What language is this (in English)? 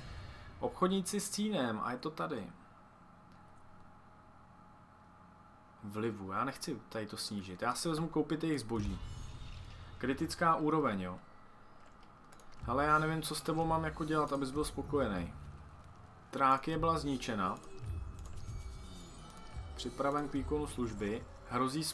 Czech